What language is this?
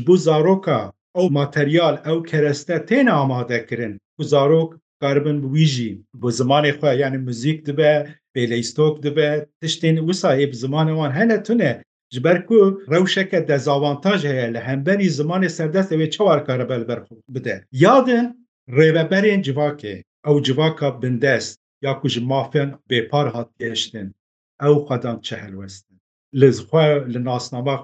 Kurdish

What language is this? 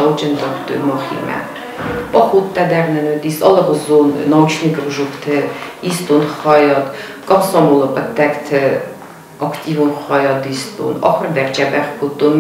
Ossetic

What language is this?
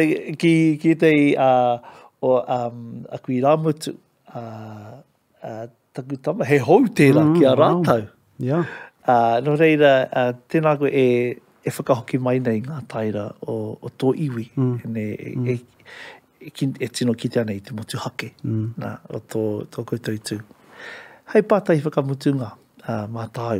Māori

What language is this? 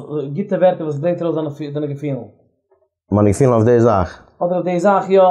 Yiddish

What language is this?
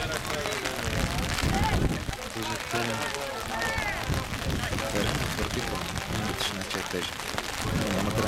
Bulgarian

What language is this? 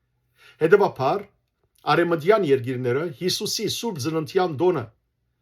Western Armenian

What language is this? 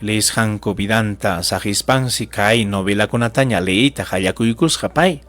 Ayacucho Quechua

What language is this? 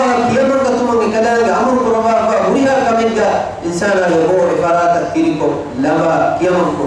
Divehi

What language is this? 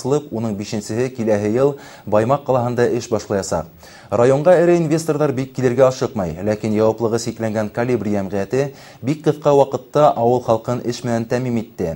Bashkir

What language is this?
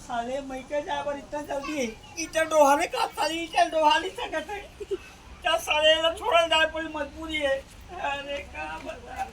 Chhattisgarhi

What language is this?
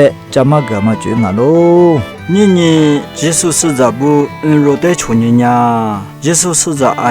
Lisu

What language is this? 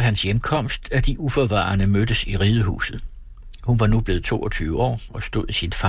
Danish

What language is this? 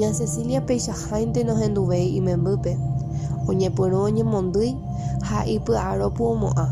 Guarani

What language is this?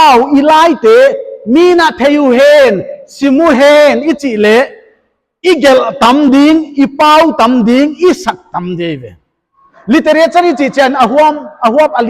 Paite Chin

